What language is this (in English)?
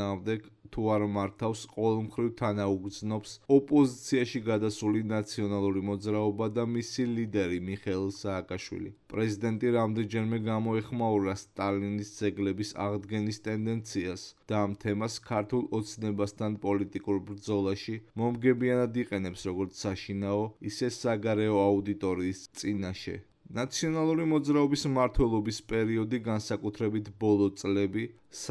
Georgian